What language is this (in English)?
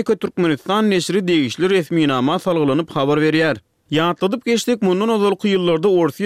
Turkmen